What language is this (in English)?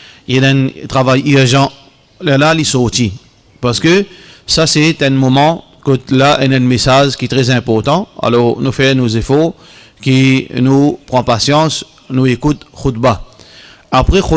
Morisyen